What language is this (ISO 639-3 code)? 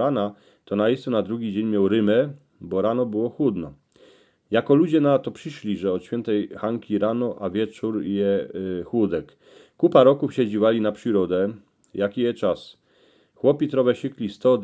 szl